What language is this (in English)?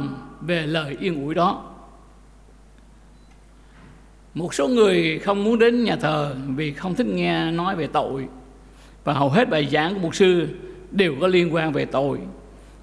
Vietnamese